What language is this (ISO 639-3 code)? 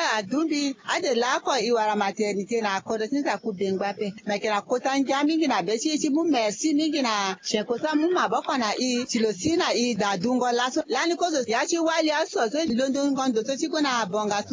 sag